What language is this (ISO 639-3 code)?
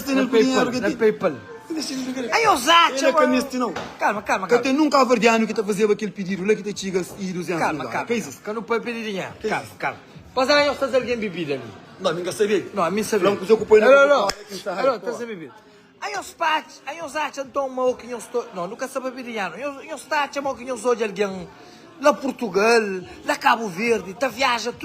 kea